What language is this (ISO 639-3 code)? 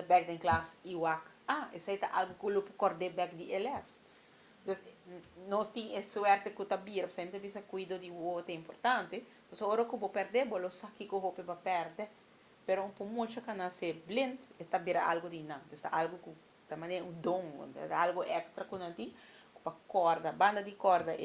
pap